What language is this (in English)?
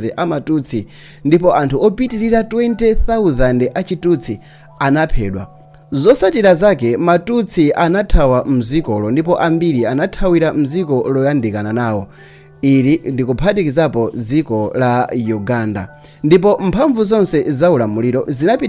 Nyanja